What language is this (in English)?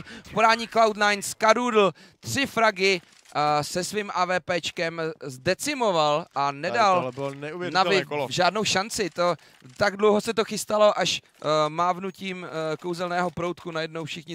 Czech